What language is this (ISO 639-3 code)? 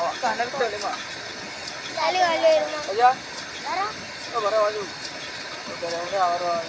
ace